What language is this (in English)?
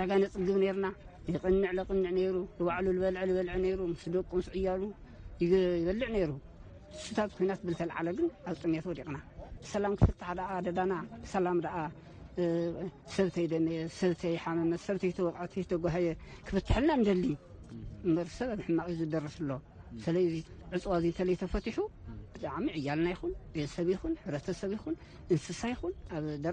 Tigrinya